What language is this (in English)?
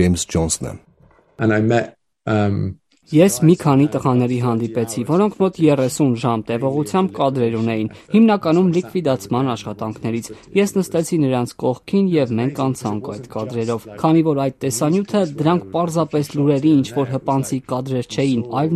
Armenian